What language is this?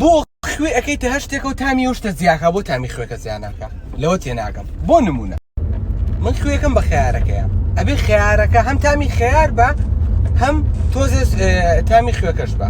Central Kurdish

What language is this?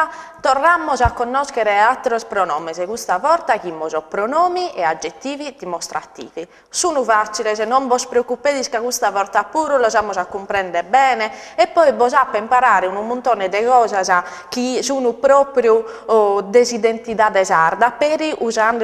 Sardinian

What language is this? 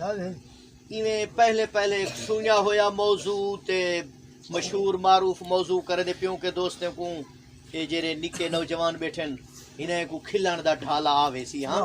Saraiki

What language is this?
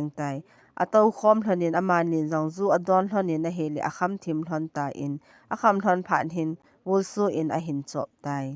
Thado Chin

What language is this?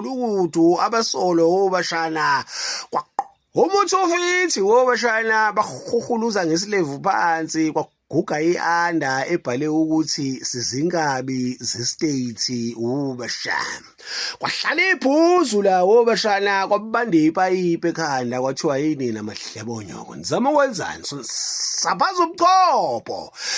Zulu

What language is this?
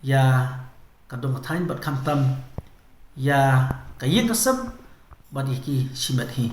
Khasi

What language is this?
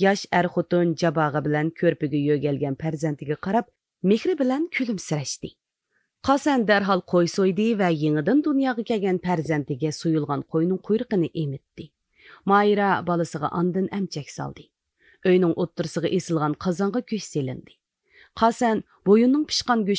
Uyghur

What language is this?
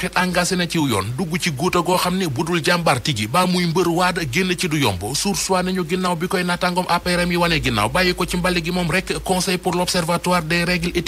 Wolof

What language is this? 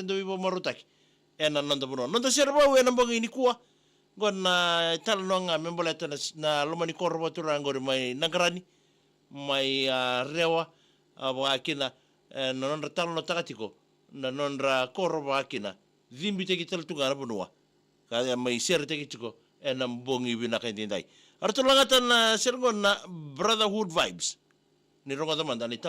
Fijian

